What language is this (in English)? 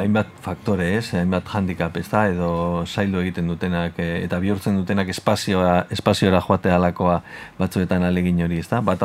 Basque